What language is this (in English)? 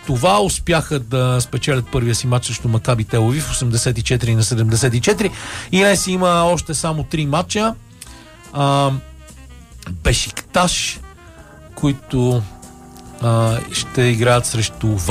Bulgarian